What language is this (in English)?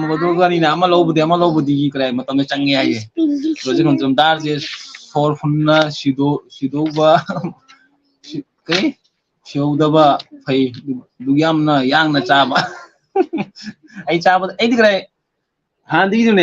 Manipuri